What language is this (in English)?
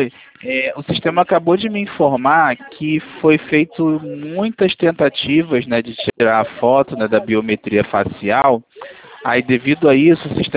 Portuguese